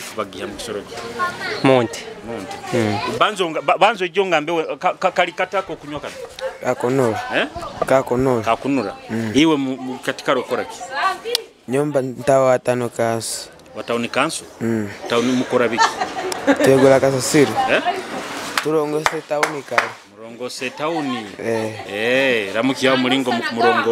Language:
Nyoro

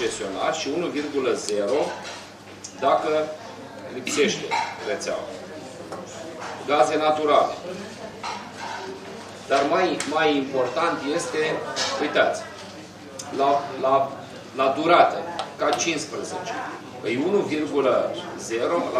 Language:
Romanian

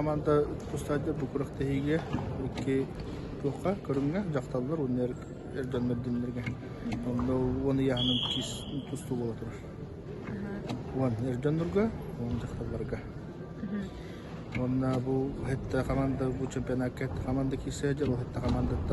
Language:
Yakut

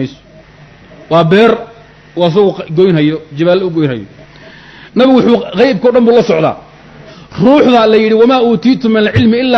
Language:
Somali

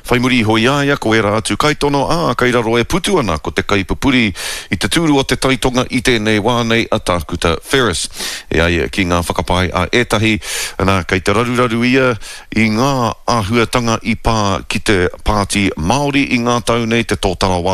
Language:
Māori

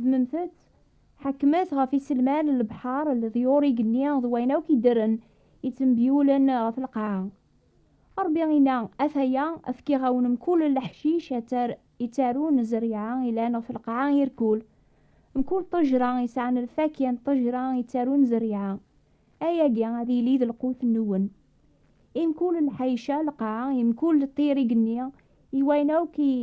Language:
Kabyle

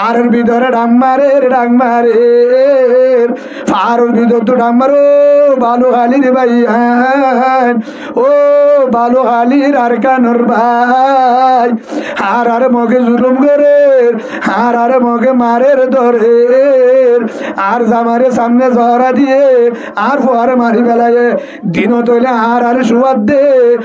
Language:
Rohingya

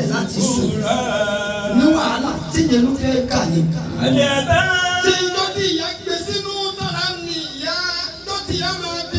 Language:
Yoruba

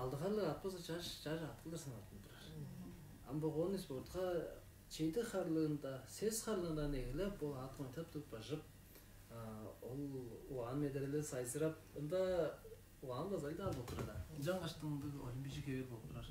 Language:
Tuvinian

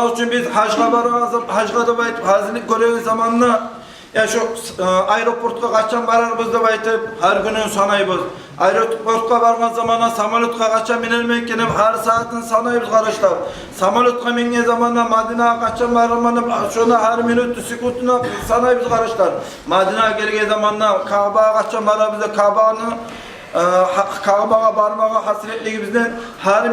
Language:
Kumyk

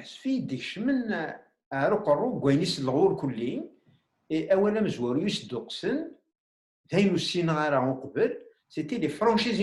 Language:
Kabyle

